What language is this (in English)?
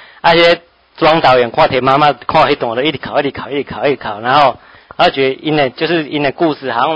Min Nan Chinese